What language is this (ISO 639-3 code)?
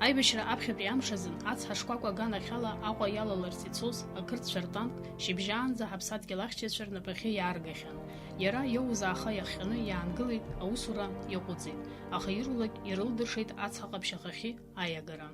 abk